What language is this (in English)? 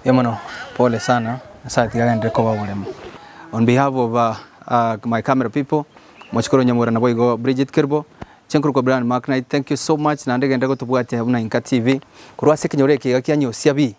Gusii